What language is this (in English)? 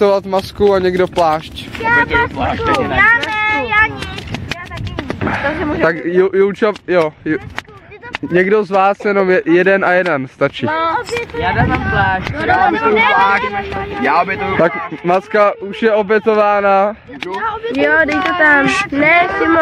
Czech